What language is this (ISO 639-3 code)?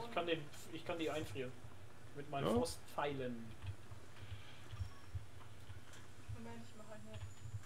deu